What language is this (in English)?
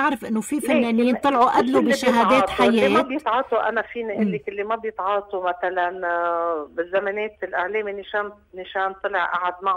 North Levantine Arabic